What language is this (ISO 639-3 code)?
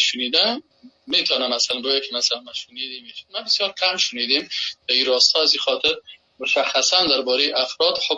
fas